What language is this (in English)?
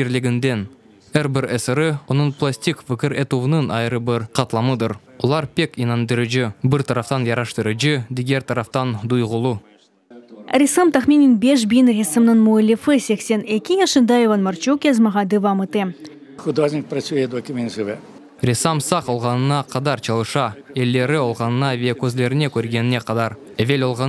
Crimean Tatar